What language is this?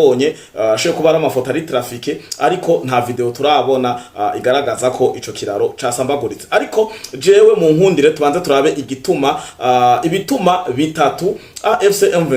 Rundi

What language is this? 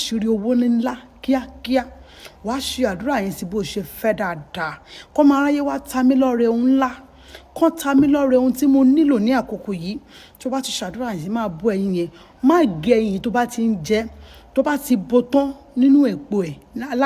Yoruba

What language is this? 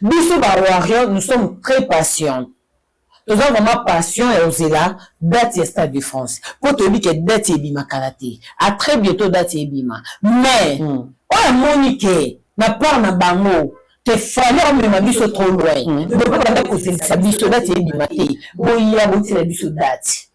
Lingala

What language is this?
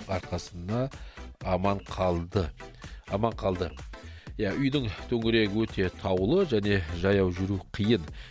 Kazakh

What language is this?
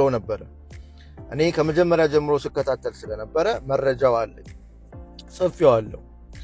Amharic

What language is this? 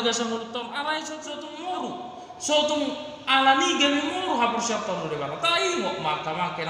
Batak Toba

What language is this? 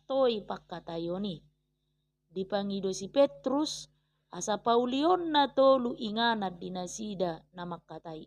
Batak Toba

